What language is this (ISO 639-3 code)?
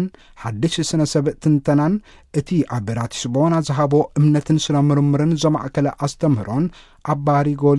tir